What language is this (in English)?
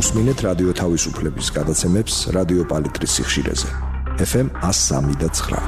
Georgian